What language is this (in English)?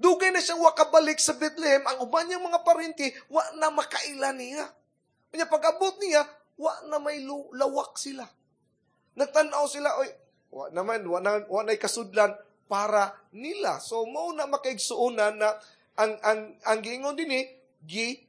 Cebuano